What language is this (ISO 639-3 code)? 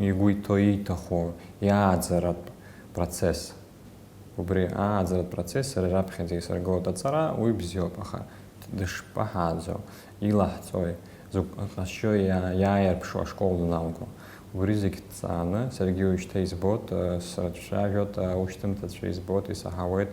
abk